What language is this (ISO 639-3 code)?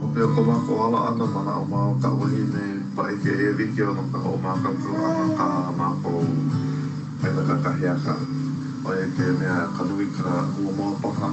haw